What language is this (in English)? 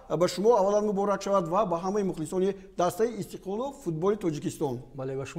Tajik